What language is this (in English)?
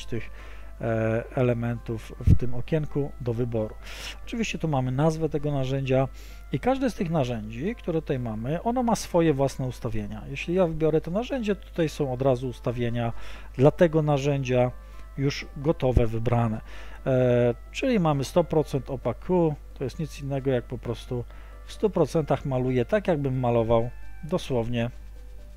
Polish